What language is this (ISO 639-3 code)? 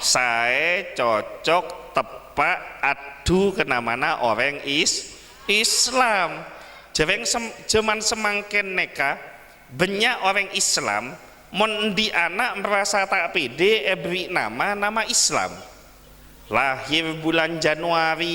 mad